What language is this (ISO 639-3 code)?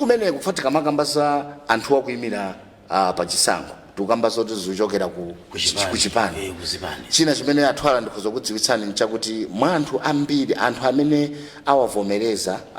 nya